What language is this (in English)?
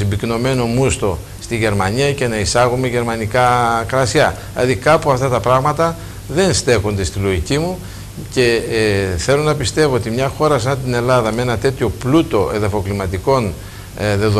Greek